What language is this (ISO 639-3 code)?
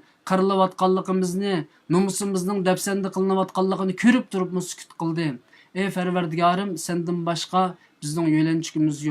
uig